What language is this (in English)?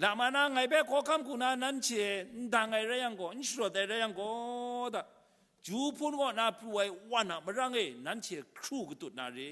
Kachin